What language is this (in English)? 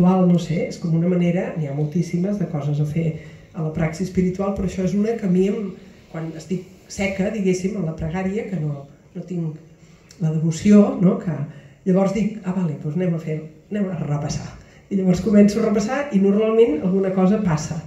Catalan